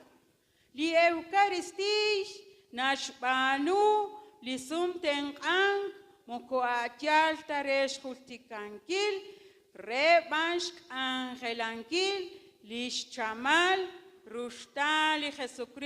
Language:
Kekchí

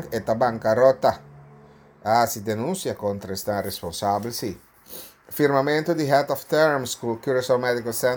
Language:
Papiamento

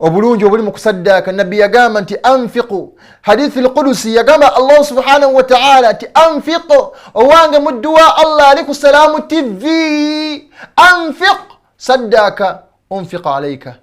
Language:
Ganda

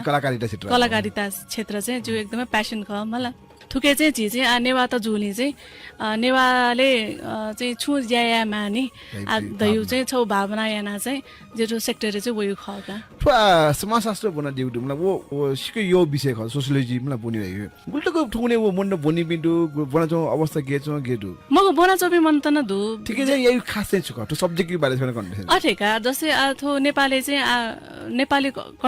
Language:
Newari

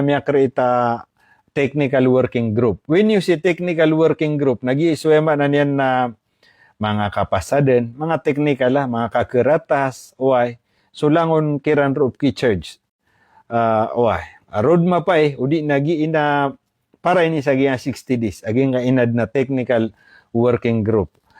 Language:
Maranao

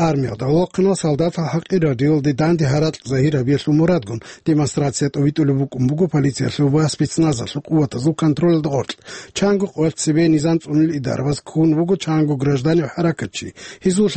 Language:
Avaric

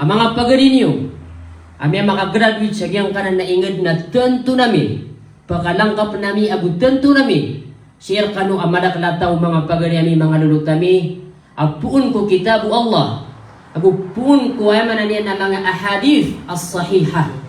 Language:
Maranao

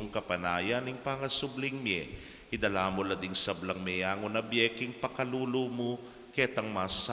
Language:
Pampanga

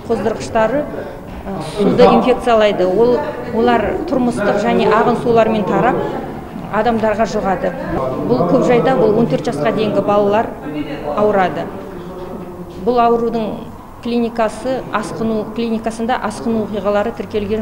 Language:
Kazakh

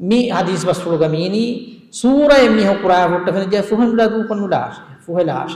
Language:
Divehi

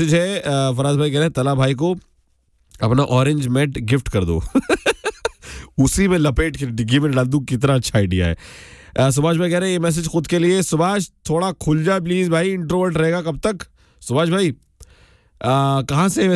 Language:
Hindi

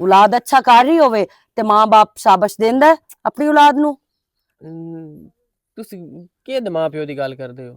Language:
Western Panjabi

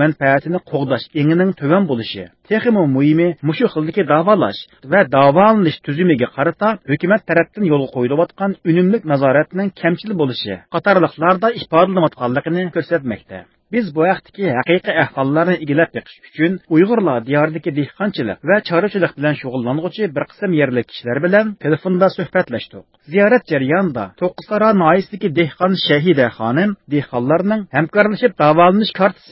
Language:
Uyghur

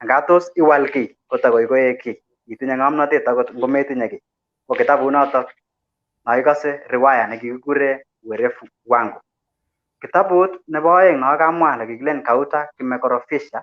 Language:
Kalenjin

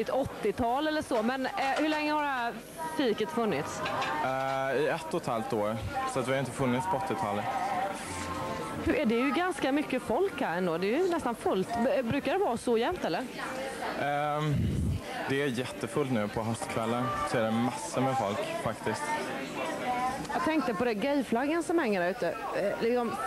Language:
Swedish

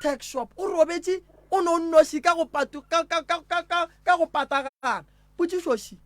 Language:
Northern Sotho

